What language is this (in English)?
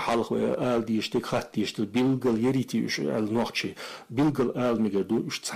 Chechen